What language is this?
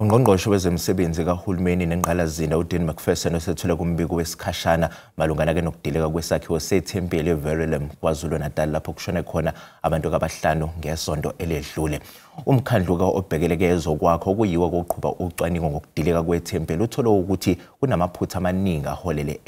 Zulu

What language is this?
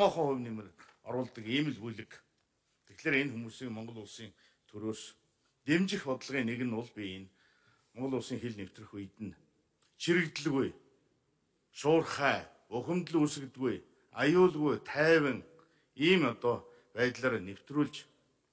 Mongolian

